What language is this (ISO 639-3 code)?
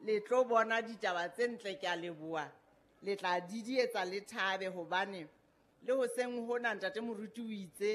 sot